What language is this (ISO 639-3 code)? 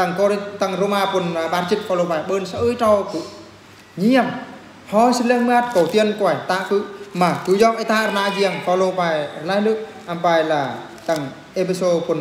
bru